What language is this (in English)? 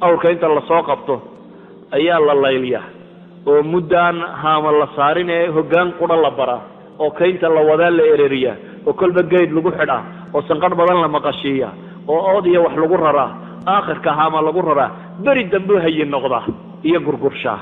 Somali